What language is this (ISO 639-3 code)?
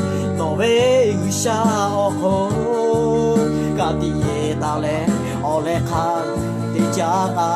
lhu